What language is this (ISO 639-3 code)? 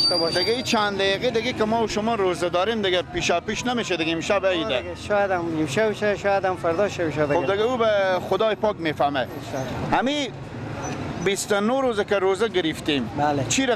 fas